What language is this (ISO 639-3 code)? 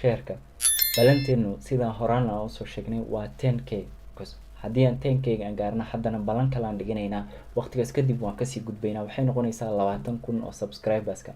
som